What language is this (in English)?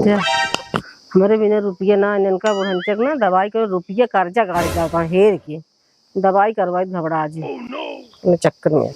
Awadhi